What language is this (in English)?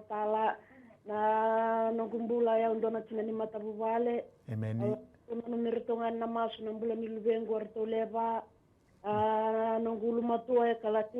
Fijian